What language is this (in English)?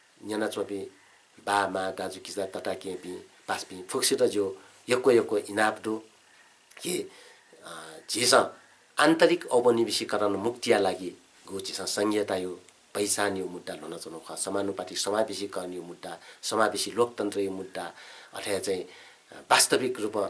Newari